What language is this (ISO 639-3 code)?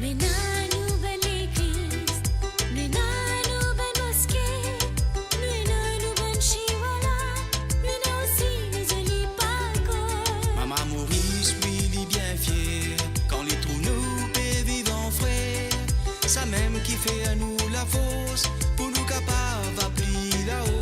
mfe